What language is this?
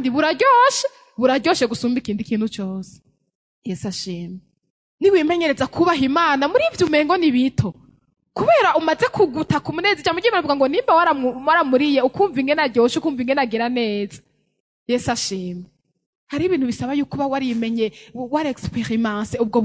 Rundi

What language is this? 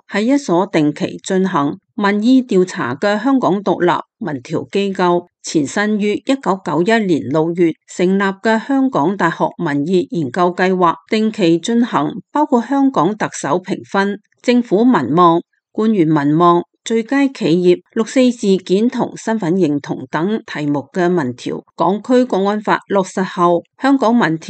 Cantonese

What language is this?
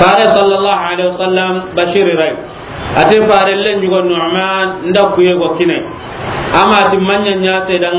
Soninke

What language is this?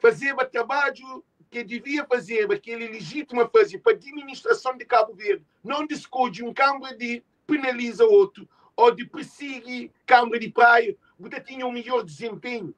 Kabuverdianu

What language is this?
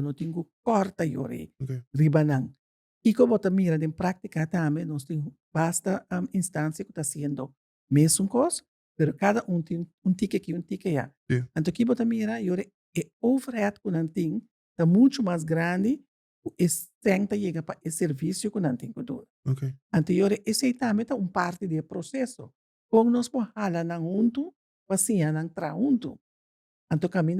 Papiamento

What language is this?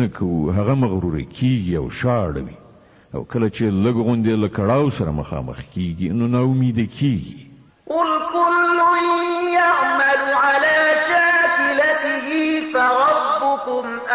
Pashto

